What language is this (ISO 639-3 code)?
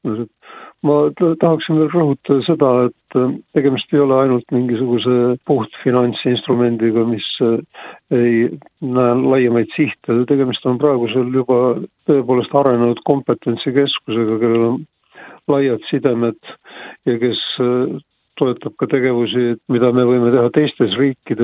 est